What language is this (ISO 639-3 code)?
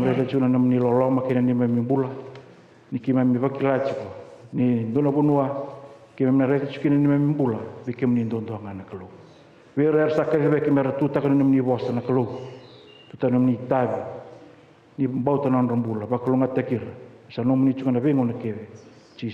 fij